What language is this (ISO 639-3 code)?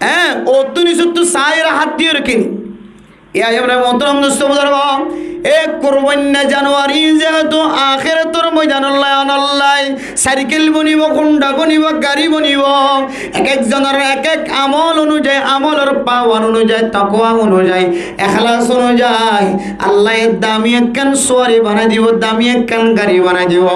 rhg